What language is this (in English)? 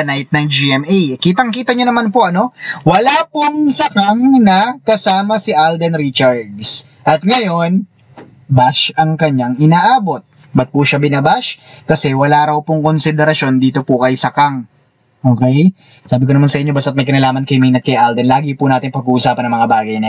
Filipino